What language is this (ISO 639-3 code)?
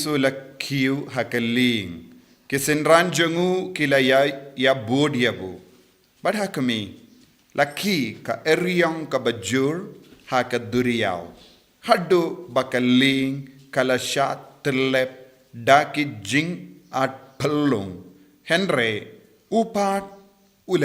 kha